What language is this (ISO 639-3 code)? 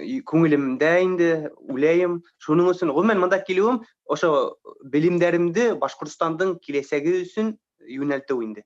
bak